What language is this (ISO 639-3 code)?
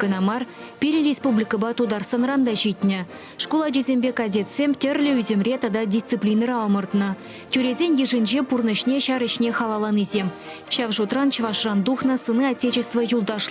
chv